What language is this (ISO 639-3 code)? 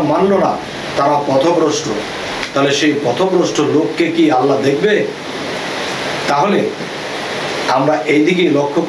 ben